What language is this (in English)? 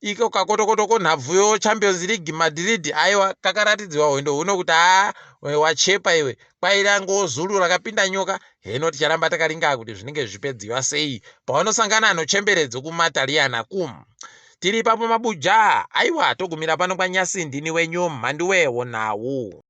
Ndau